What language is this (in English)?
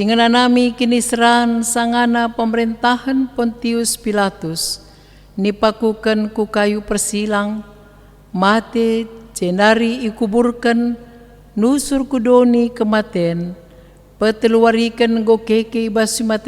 Batak Karo